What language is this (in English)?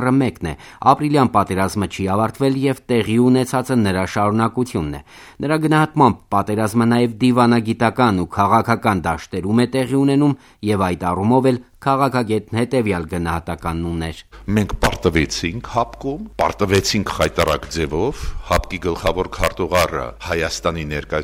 Armenian